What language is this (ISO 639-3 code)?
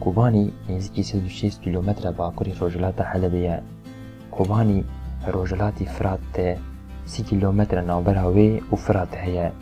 kur